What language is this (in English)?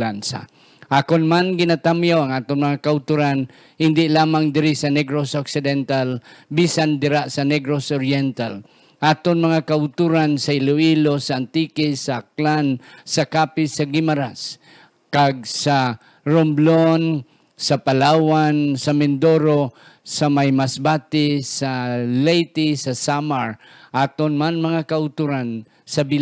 Hiligaynon